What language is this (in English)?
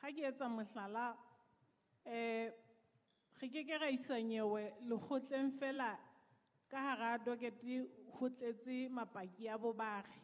Southern Sotho